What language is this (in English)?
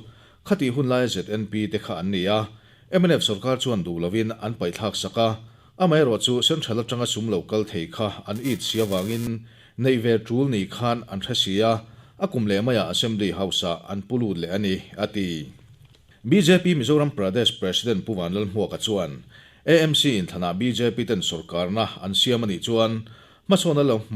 Mizo